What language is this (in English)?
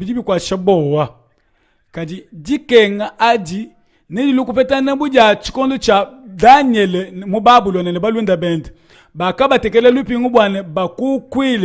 Luba-Lulua